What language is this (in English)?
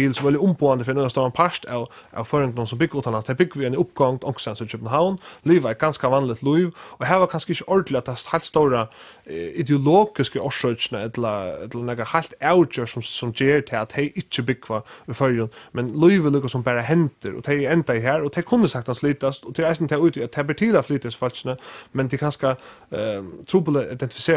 Faroese